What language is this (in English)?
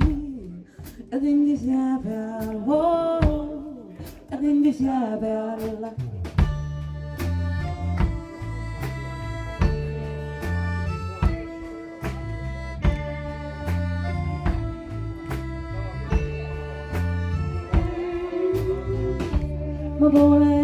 Estonian